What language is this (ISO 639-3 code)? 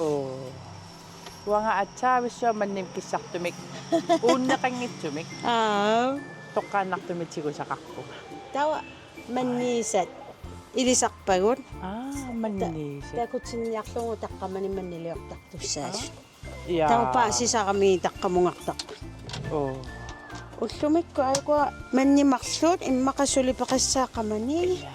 kal